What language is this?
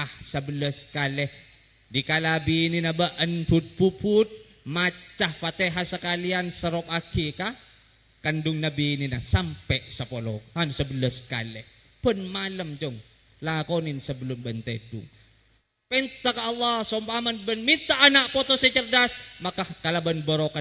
Madurese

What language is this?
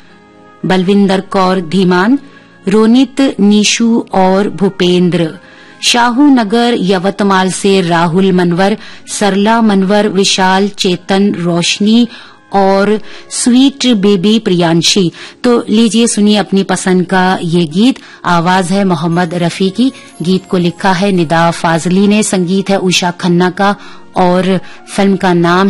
Hindi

